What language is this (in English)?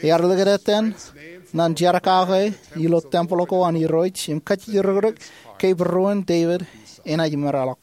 Marshallese